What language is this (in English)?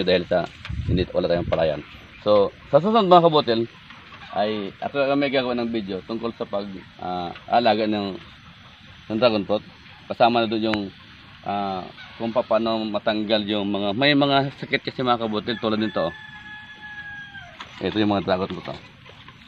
Filipino